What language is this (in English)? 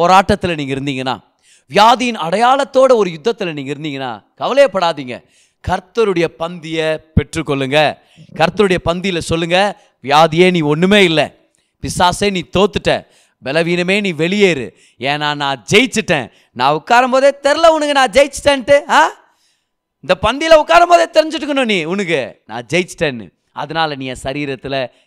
Tamil